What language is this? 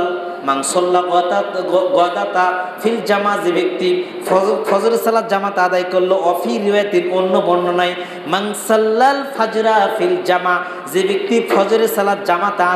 Bangla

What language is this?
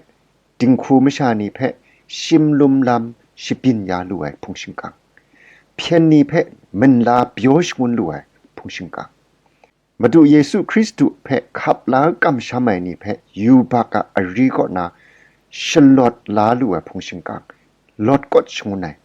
Kachin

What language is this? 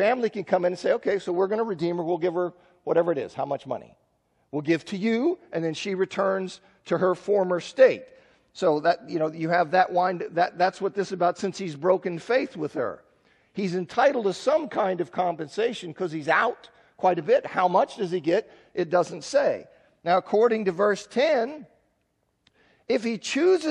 English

